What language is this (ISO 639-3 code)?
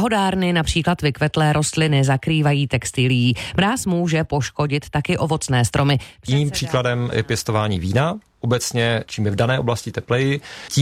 ces